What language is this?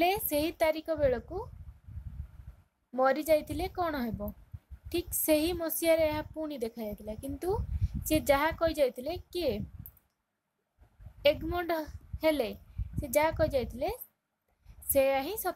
Odia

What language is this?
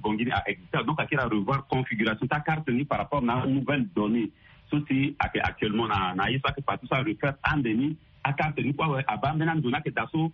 Sango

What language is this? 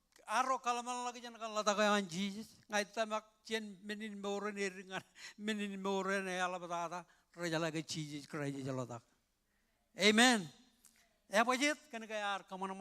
Marshallese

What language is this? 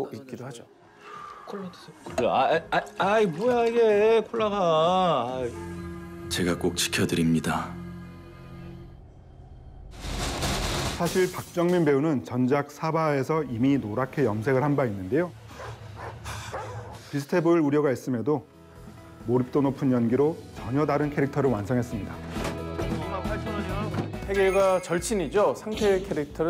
Korean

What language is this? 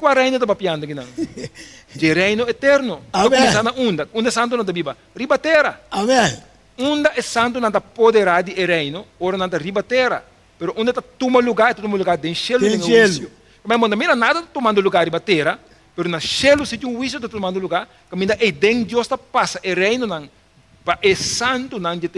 Papiamento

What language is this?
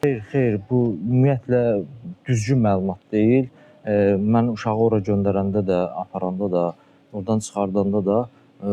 Azerbaijani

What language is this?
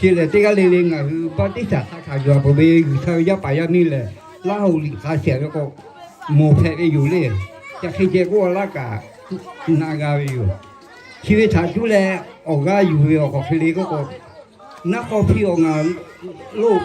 Lahu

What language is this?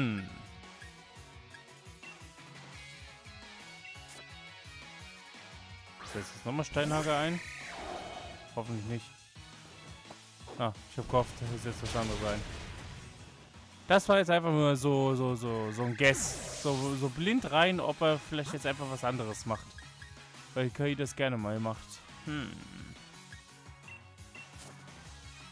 German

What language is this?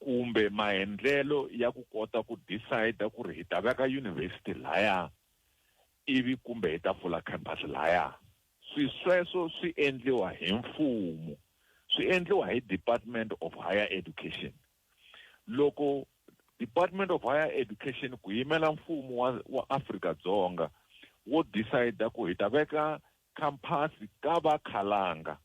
Tsonga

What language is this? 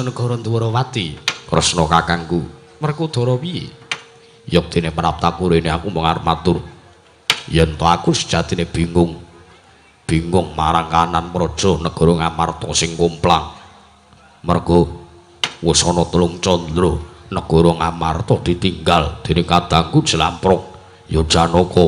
Javanese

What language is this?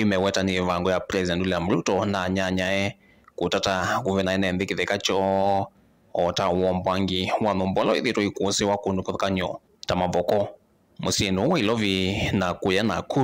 Kamba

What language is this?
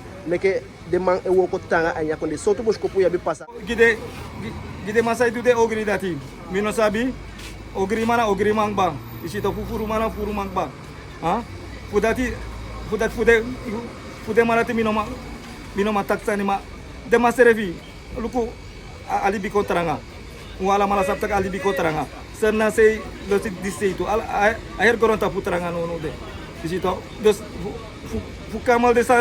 Eastern Maroon Creole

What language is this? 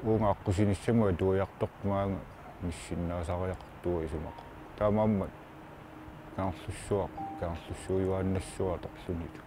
Kalaallisut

